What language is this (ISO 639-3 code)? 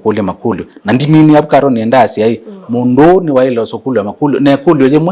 kam